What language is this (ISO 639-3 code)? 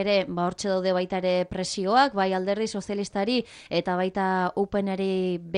eus